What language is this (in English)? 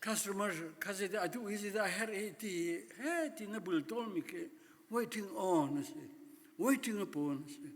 Hakha Chin